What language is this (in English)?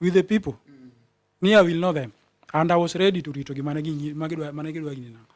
Luo (Kenya and Tanzania)